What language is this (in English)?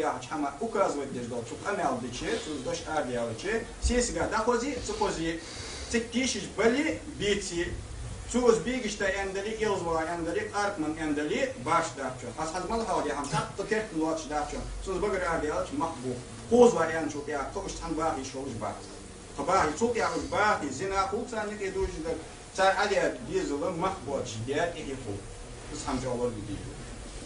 Ingush